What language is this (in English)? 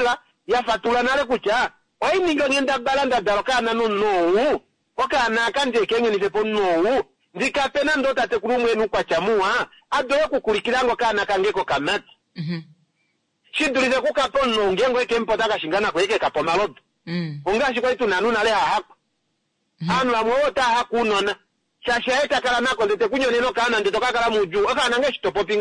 Kuanyama